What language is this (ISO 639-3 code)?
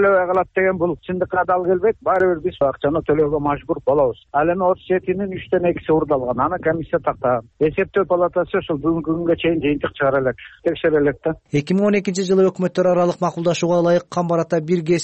kir